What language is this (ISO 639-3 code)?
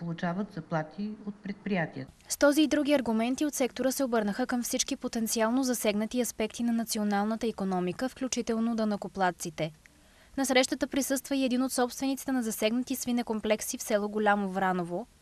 bul